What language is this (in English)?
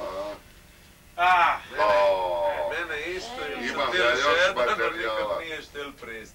Croatian